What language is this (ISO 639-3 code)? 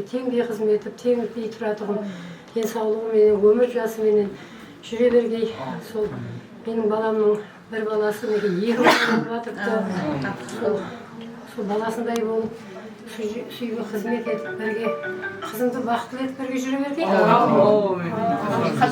kaa